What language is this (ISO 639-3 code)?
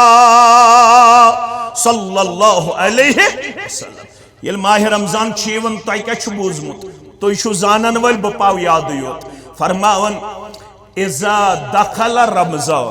kas